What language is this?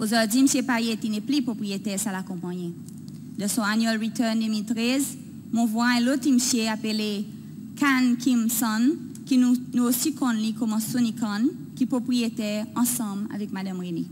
Seselwa Creole French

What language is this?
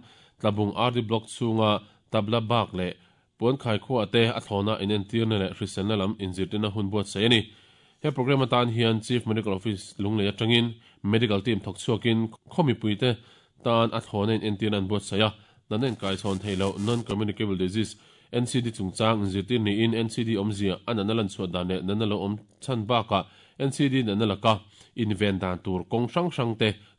Mizo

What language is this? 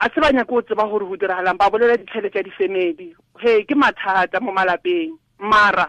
Tswana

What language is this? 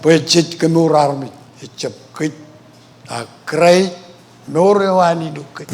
Marshallese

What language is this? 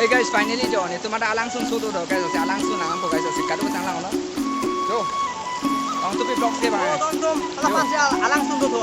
Karbi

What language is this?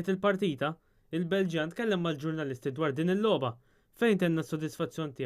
Maltese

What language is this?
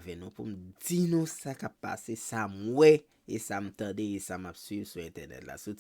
Haitian Creole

